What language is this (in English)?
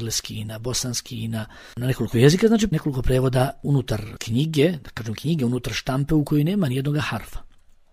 Bosnian